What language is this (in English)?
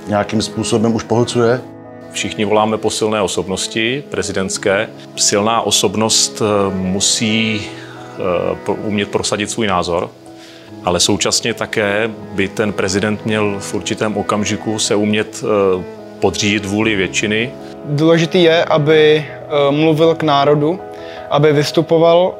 Czech